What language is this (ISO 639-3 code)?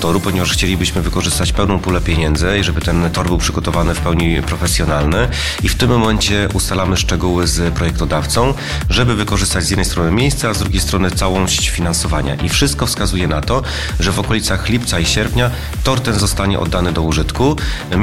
pol